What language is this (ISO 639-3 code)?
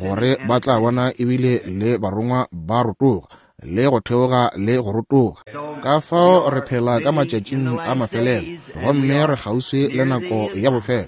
nso